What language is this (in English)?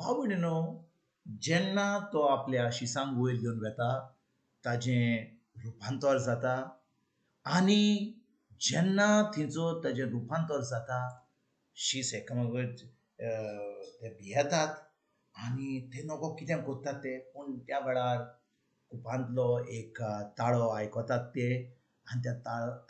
Konkani